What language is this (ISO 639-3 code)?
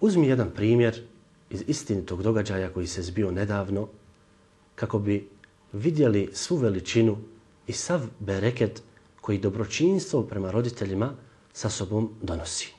bos